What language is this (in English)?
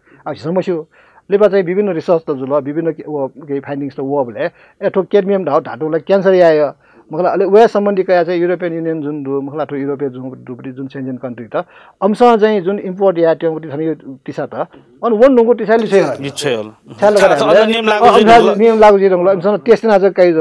Newari